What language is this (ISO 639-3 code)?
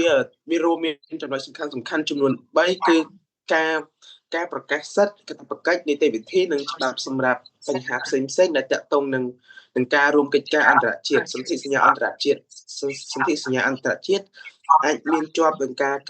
khm